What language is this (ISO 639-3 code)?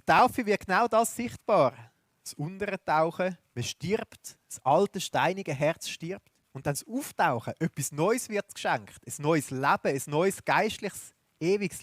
gsw